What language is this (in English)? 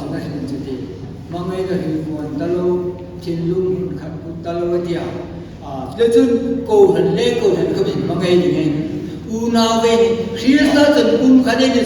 Hmar